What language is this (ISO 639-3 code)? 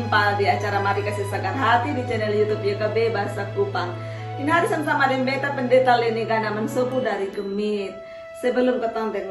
mkn